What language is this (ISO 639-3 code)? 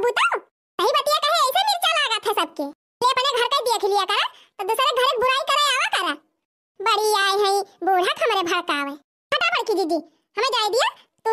awa